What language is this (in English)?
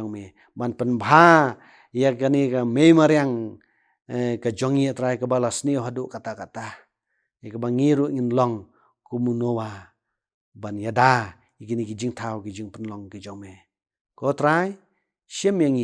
Khasi